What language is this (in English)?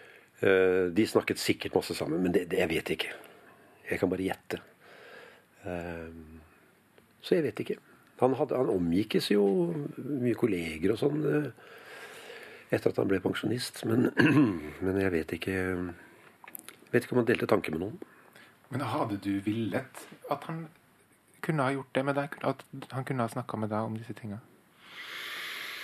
Norwegian